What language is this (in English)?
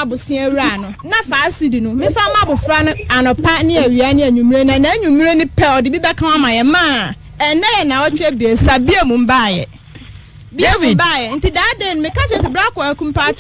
Akan